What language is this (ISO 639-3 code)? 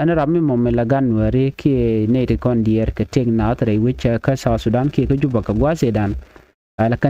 nus